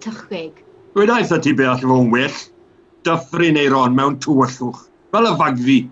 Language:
Welsh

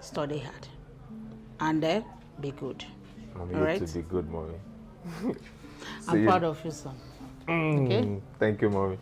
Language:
Nigerian Pidgin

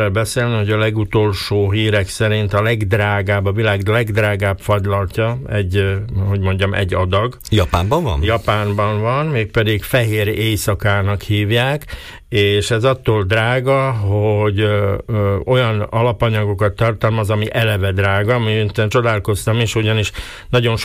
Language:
Hungarian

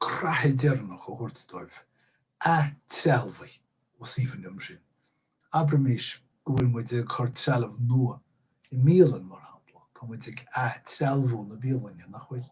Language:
Irish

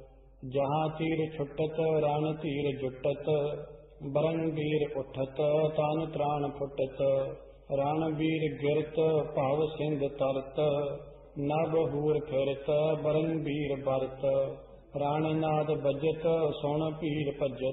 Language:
Punjabi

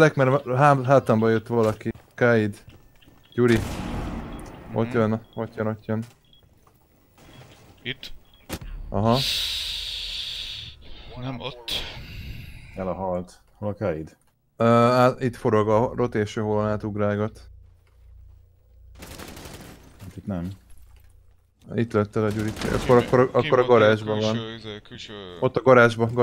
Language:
Hungarian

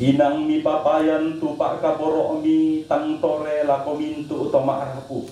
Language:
Toraja-Sa'dan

